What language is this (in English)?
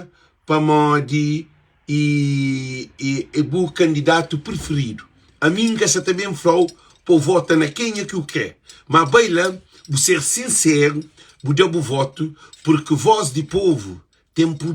Kabuverdianu